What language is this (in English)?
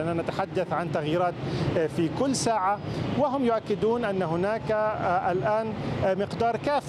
Arabic